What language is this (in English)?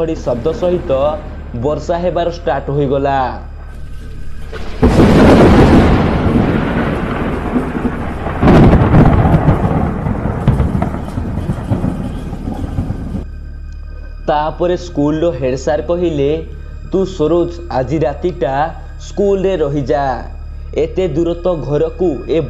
Odia